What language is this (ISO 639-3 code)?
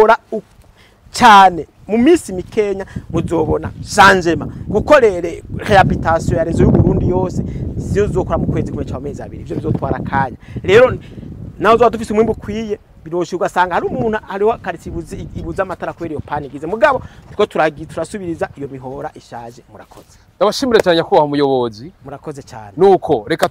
run